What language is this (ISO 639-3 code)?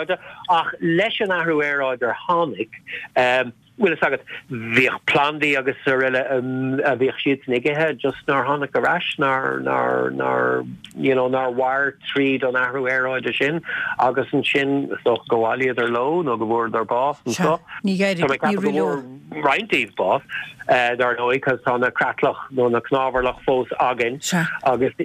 gle